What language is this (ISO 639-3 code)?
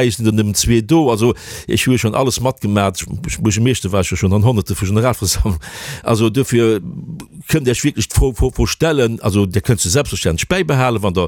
ltz